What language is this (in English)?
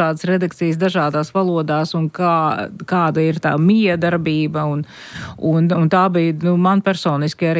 Latvian